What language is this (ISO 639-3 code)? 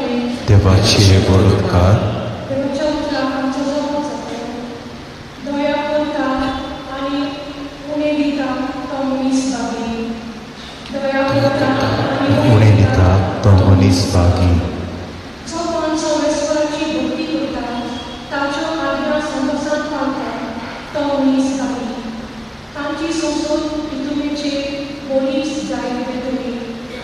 kok